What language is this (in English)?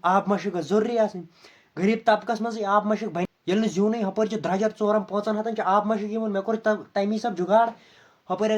Kashmiri